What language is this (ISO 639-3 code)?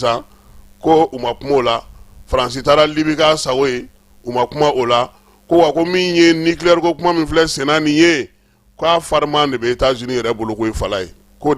bam